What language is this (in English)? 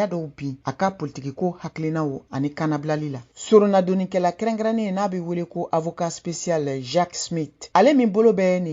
Bambara